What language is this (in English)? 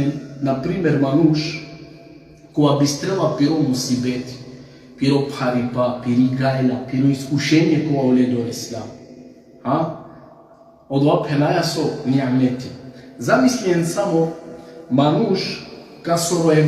Balkan Romani